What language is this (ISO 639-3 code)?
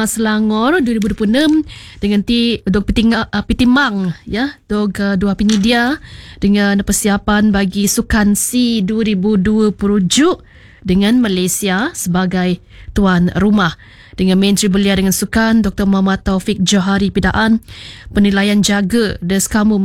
msa